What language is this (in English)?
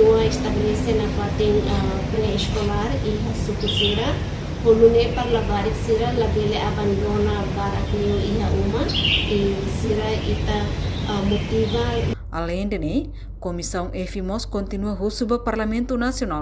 Tetum